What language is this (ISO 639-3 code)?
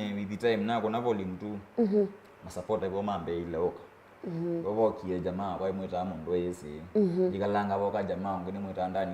kam